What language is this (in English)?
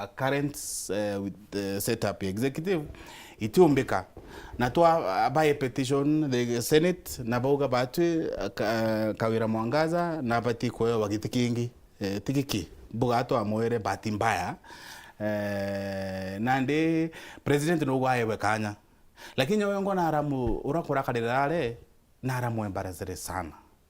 Meru